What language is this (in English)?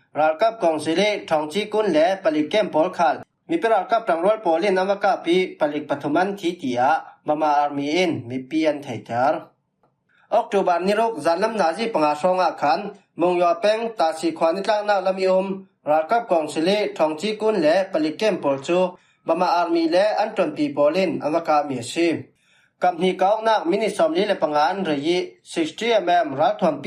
Falam Chin